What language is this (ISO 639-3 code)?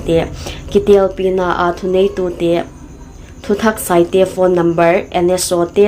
pck